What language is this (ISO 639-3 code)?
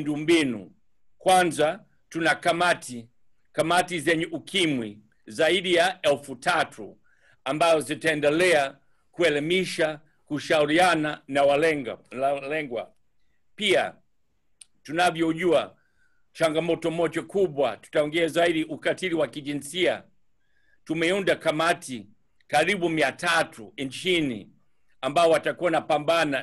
swa